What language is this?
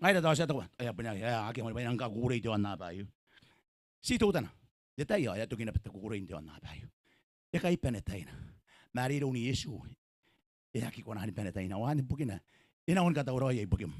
Gilbertese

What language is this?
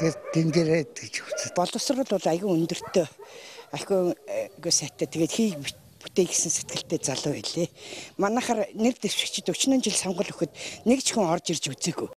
Mongolian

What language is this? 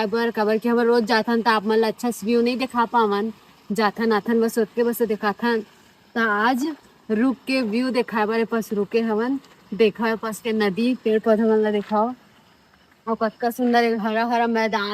Chhattisgarhi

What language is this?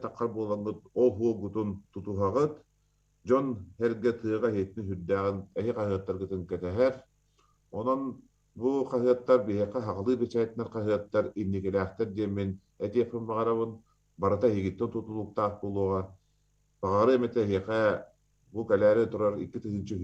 Yakut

